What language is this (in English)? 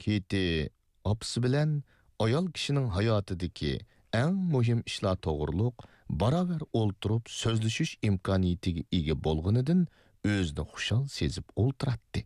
Uyghur